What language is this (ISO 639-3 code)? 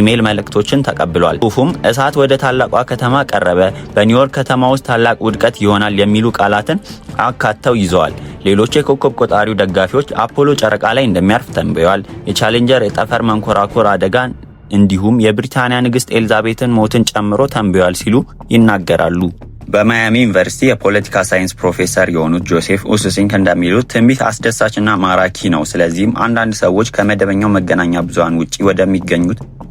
amh